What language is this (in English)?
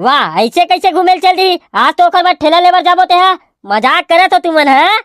Chhattisgarhi